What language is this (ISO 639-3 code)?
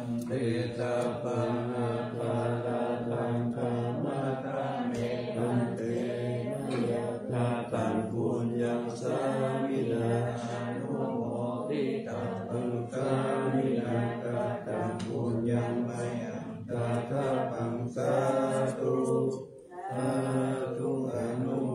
pli